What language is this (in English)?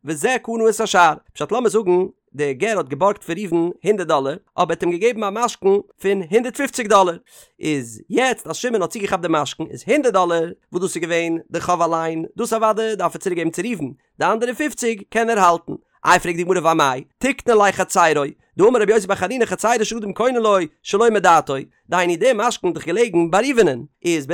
Yiddish